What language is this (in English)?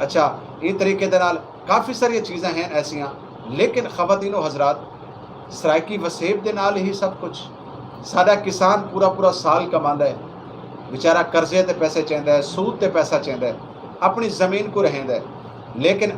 Saraiki